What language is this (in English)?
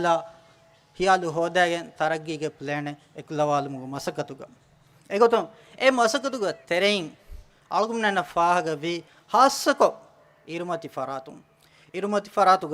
Divehi